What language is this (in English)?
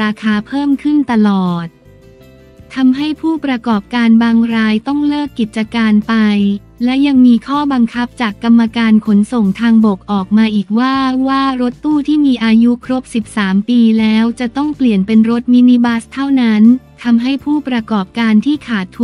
Thai